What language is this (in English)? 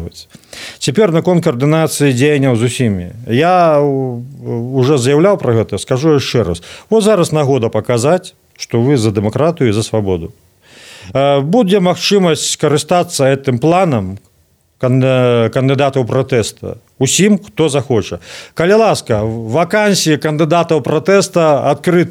Belarusian